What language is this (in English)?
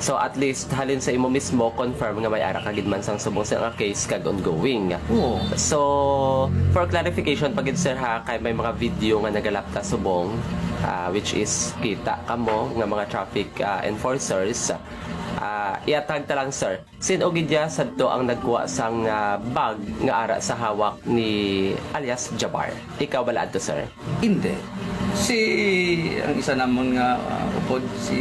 Hiligaynon